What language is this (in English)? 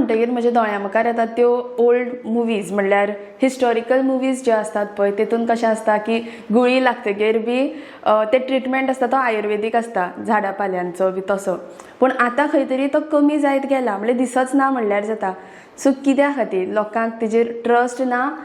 Konkani